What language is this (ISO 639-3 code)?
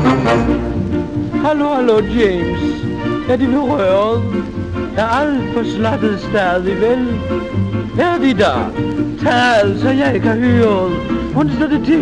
dan